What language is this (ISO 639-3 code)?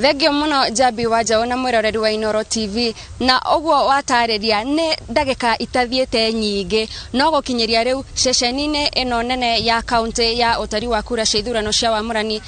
kik